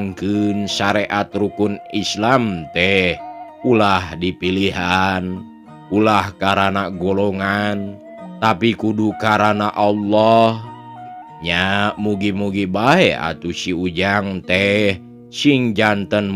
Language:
Sundanese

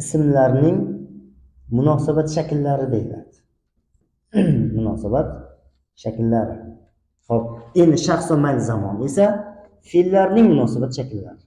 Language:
Uzbek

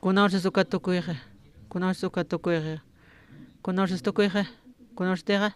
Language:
Aymara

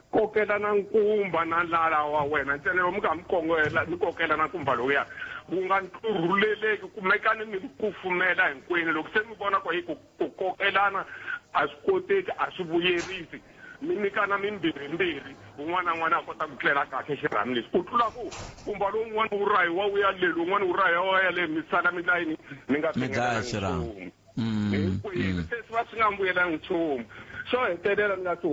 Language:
Tsonga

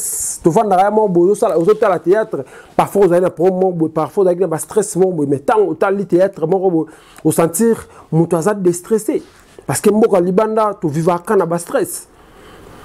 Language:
Lingala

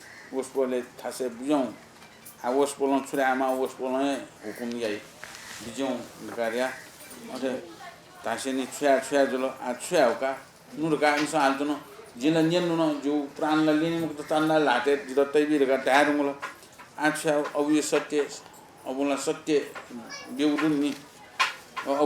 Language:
Newari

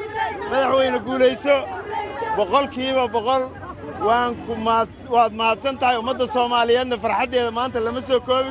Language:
Somali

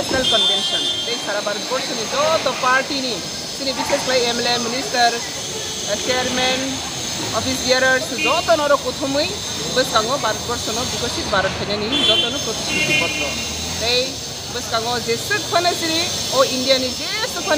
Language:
Kok Borok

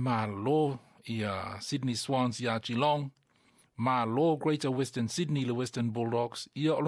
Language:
Samoan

